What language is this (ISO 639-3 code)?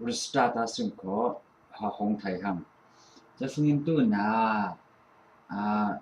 cfm